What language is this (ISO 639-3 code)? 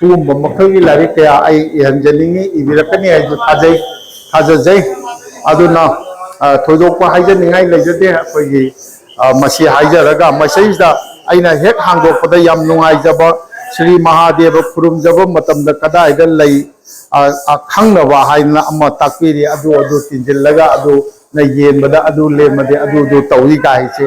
mni